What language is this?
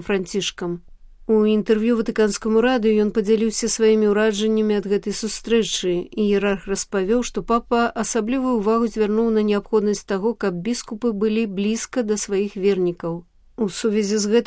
Belarusian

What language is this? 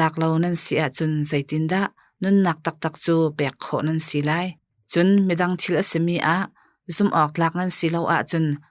Hakha Chin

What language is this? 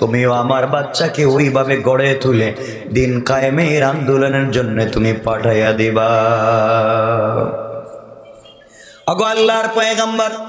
Bangla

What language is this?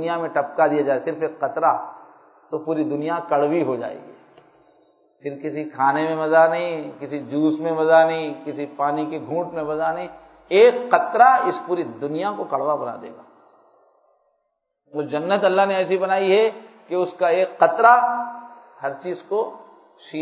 Urdu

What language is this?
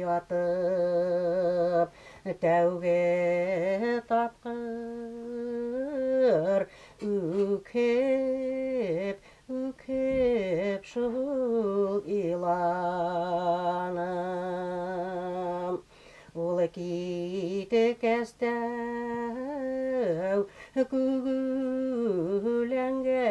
Bashkir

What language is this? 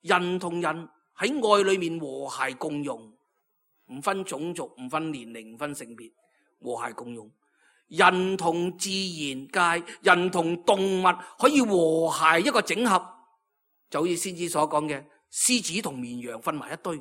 Cantonese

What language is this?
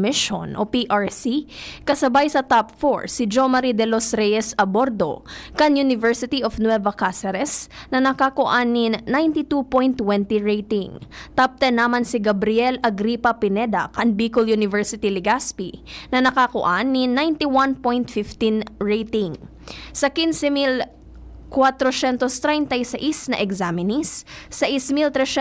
Bikol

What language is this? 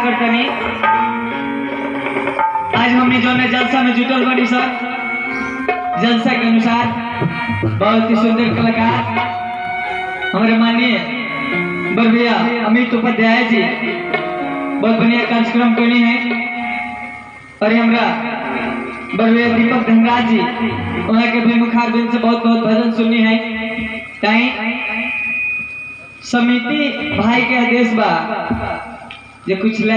Bhojpuri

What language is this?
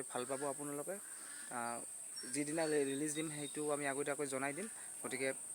Assamese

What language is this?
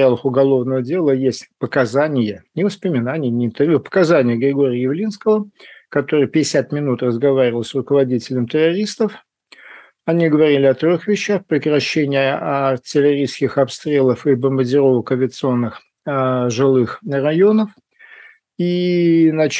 Russian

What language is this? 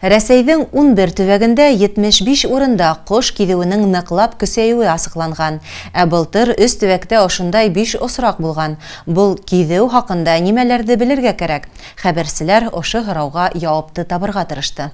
Bashkir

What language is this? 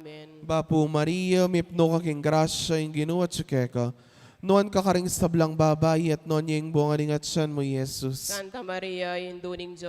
Pampanga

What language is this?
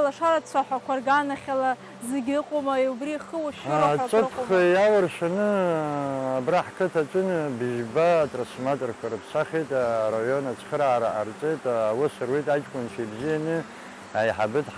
Abkhazian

